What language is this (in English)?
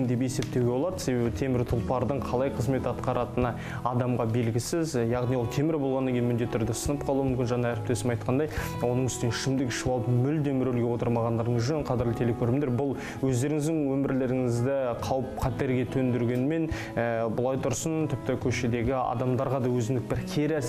Kazakh